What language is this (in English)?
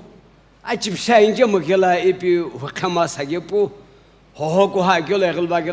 Sumi Naga